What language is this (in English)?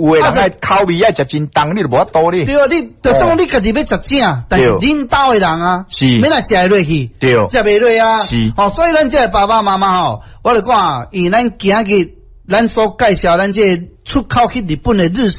Min Nan Chinese